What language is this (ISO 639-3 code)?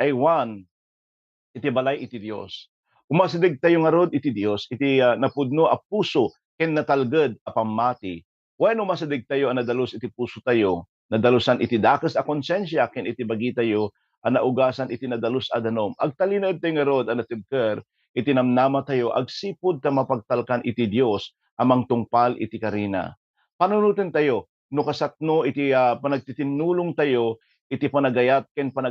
ilo